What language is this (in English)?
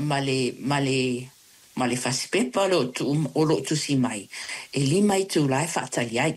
Samoan